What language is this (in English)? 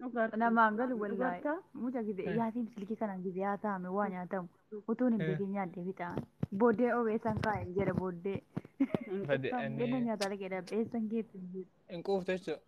Oromo